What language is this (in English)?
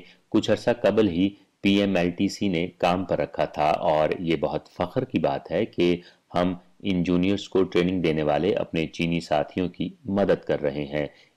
Urdu